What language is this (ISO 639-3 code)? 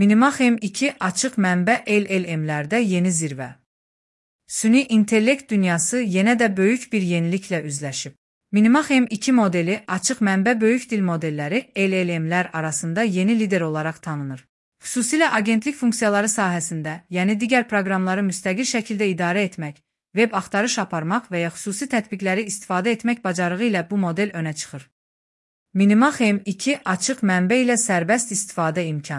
aze